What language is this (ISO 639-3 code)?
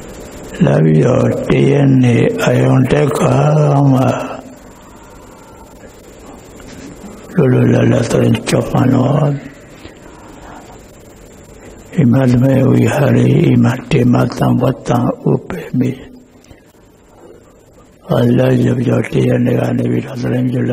mya